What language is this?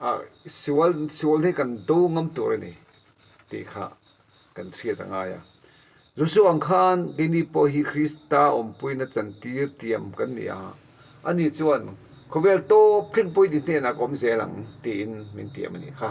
Mizo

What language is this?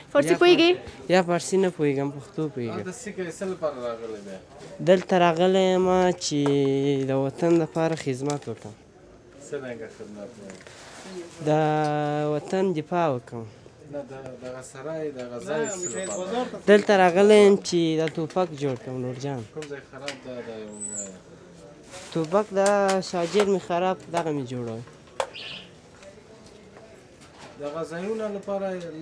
Persian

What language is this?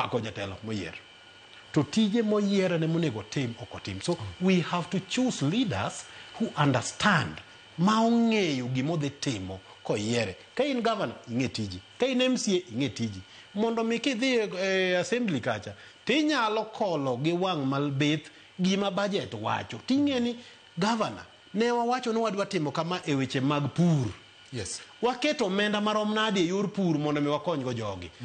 Luo (Kenya and Tanzania)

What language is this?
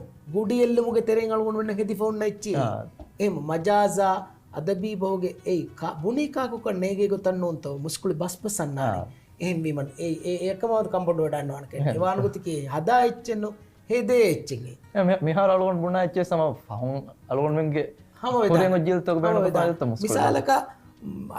Divehi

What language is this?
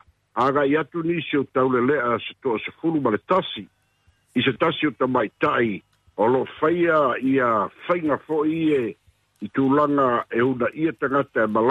Samoan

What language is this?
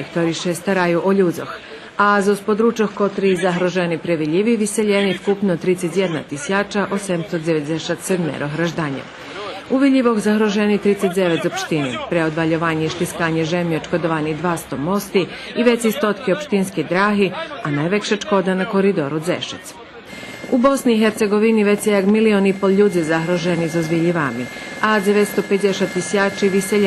Rusyn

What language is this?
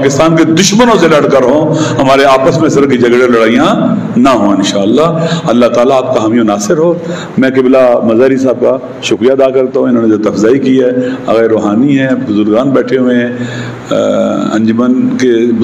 Urdu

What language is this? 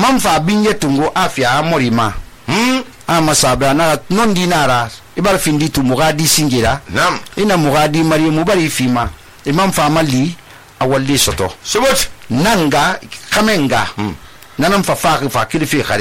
Susu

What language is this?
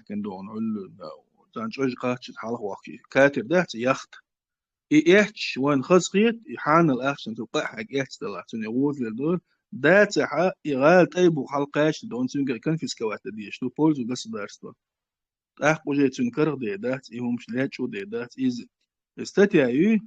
Chechen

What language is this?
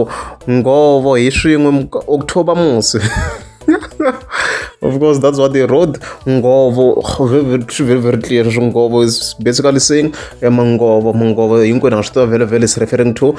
Tsonga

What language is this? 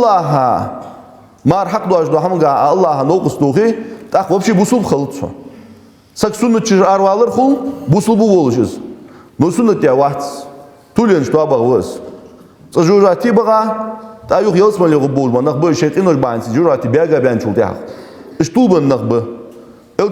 Ingush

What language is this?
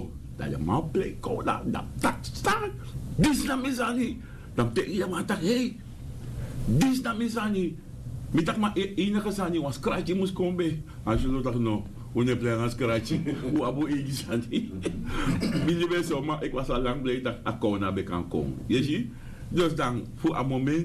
Sranan Tongo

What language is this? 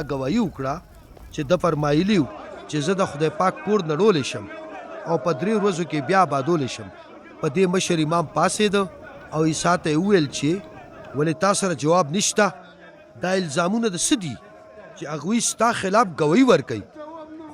Pashto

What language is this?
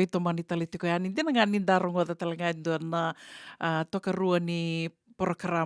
Fijian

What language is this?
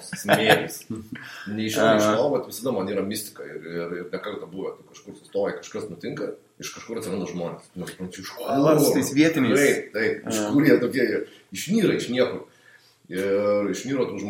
Lithuanian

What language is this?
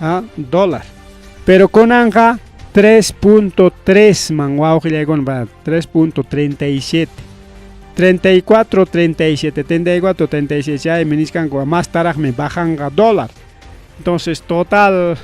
Ayacucho Quechua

